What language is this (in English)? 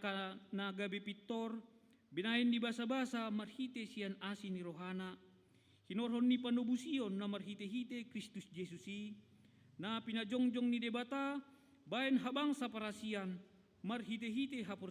Batak Toba